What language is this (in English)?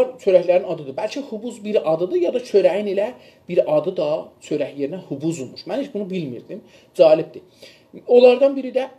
South Azerbaijani